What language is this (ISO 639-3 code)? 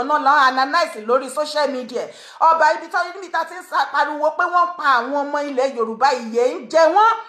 yor